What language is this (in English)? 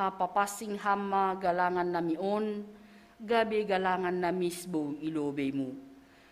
Batak Simalungun